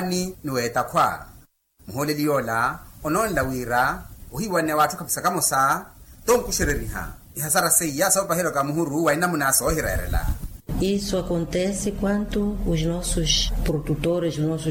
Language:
Makhuwa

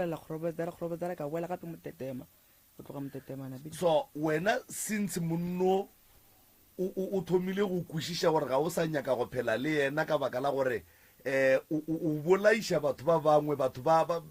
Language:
Northern Sotho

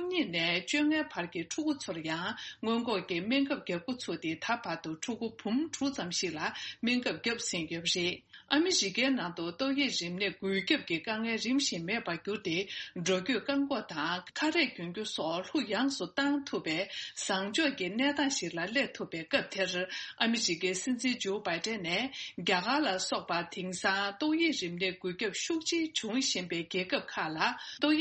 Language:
Tibetan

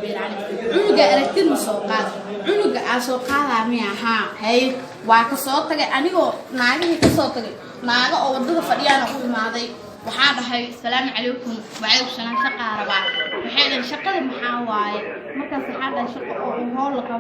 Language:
Somali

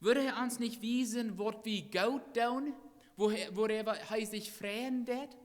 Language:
Plautdietsch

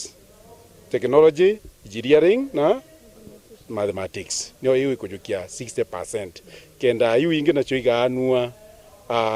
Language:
Meru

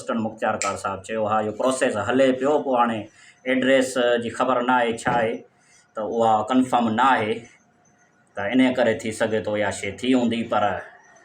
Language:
Sindhi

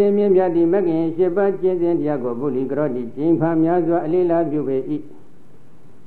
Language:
Burmese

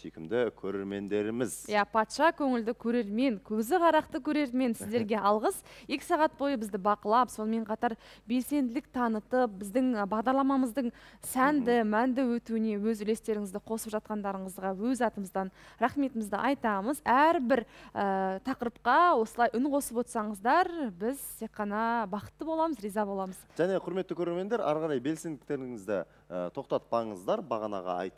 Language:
Kazakh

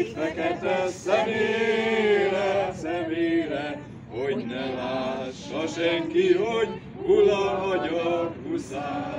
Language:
Hungarian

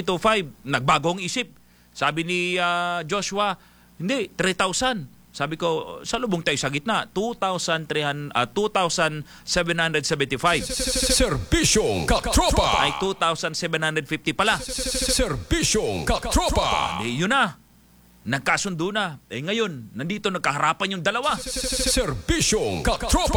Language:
Filipino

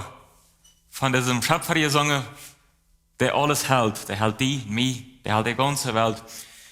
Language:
Plautdietsch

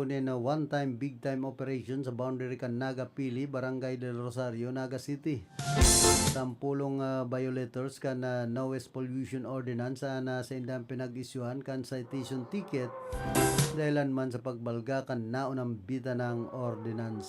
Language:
Bikol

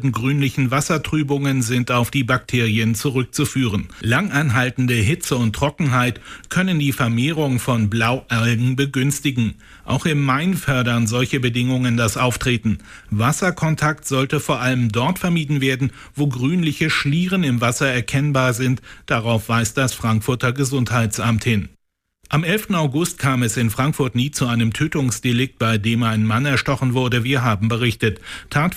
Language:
German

